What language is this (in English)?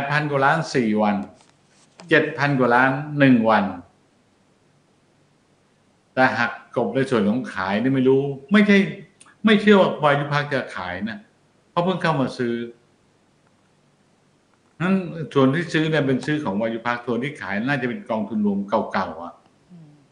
Thai